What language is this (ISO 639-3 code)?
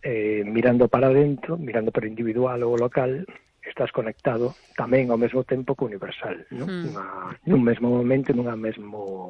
glg